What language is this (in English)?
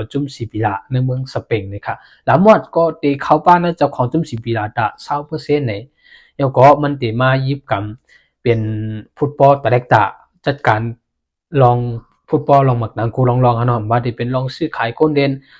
Shan